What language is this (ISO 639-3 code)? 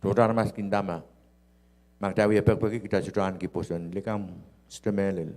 pon